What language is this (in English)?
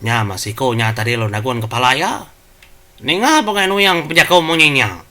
Iban